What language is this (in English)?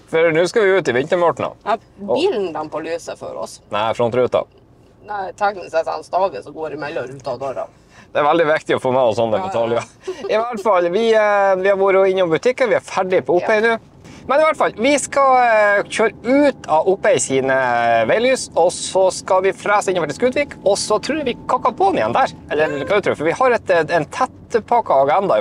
Norwegian